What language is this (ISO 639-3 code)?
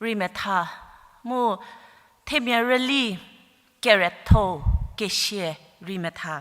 njm